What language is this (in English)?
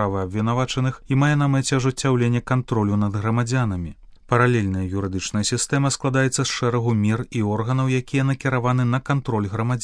Belarusian